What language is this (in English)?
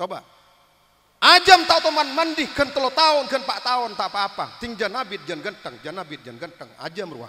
Madurese